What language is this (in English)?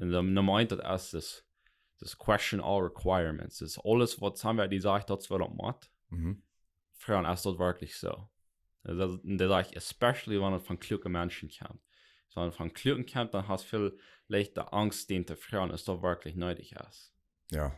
Plautdietsch